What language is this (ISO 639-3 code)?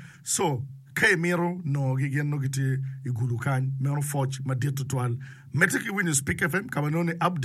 ach